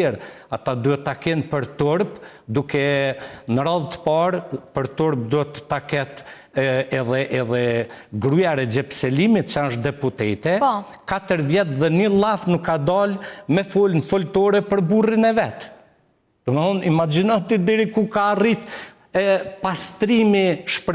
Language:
Albanian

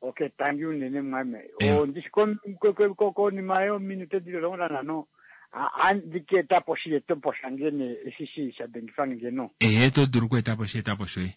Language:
Kuanyama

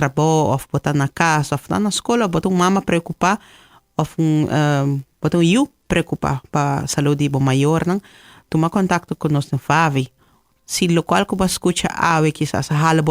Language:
Papiamento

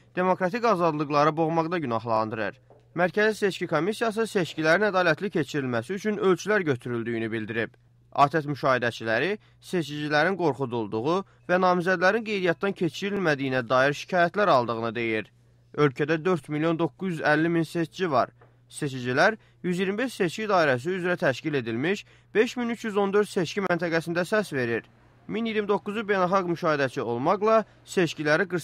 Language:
Azerbaijani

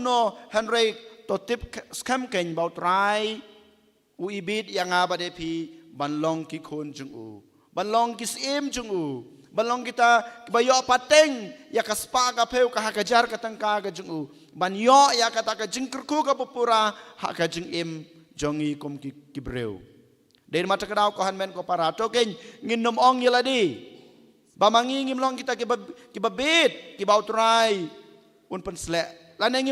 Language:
Khasi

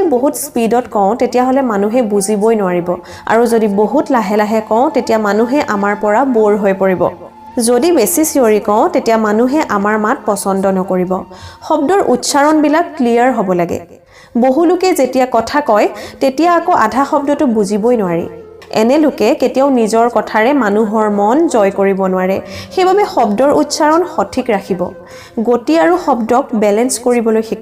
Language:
Assamese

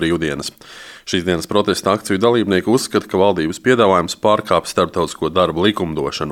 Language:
Latvian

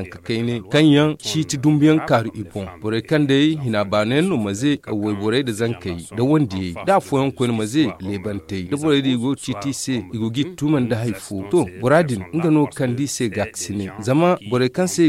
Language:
Zarma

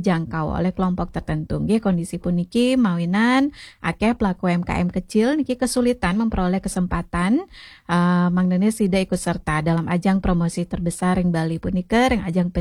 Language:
Balinese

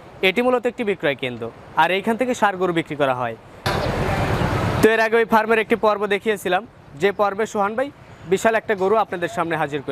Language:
Bangla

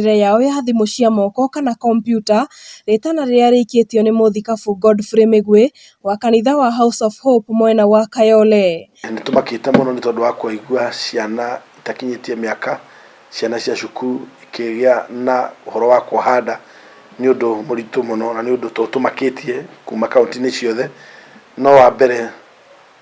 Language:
Kikuyu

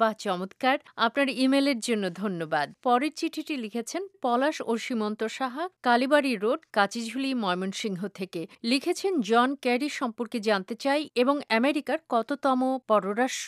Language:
Bangla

